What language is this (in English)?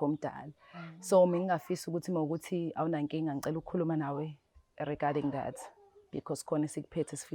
Zulu